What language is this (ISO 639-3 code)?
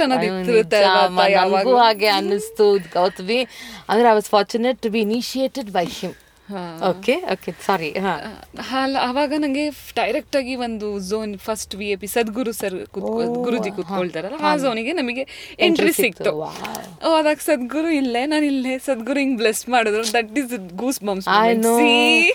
kan